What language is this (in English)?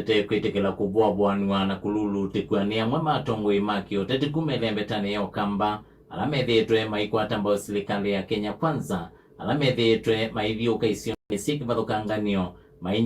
Kamba